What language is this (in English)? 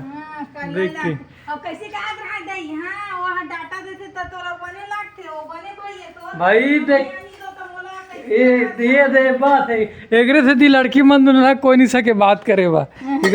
Chhattisgarhi